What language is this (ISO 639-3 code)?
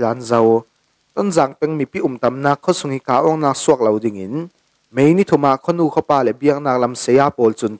cfm